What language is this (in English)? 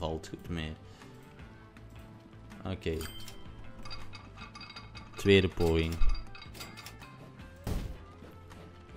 Dutch